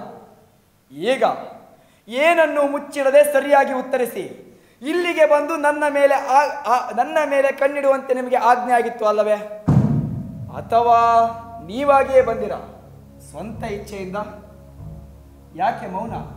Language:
Kannada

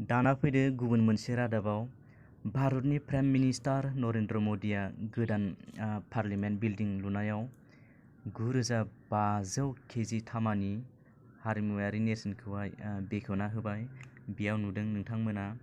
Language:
Bodo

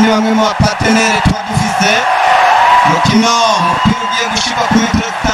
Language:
Rundi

